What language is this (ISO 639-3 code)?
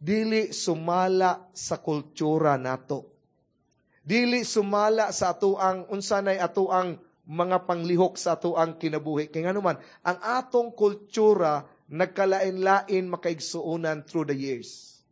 ceb